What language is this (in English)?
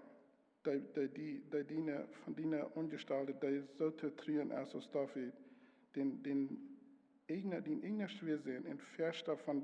Plautdietsch